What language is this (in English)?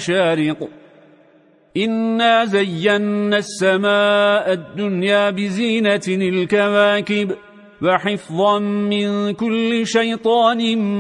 Arabic